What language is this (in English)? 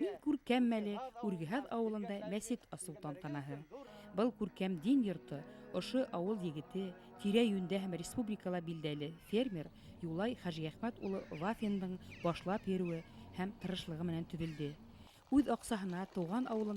Bashkir